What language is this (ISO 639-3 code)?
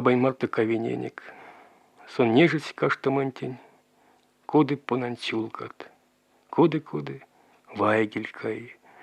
myv